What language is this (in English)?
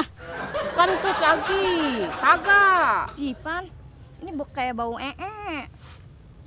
Betawi